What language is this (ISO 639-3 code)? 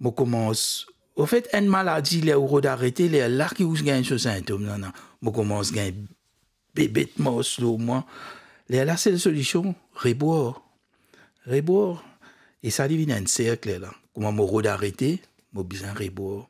mfe